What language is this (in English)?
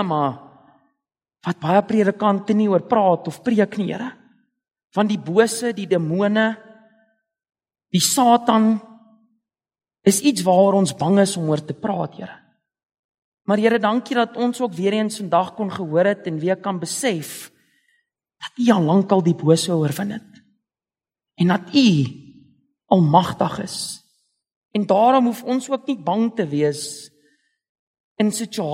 Afrikaans